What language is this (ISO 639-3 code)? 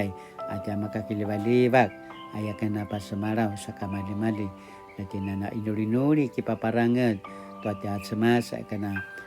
pwn